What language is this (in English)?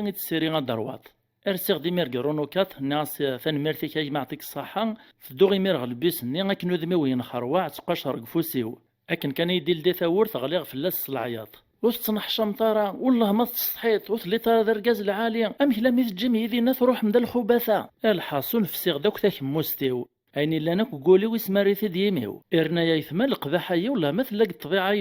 Kabyle